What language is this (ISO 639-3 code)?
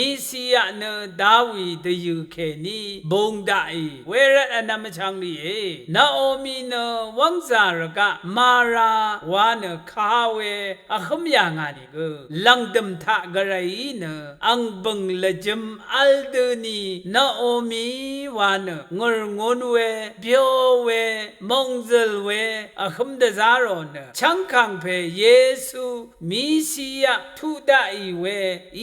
raw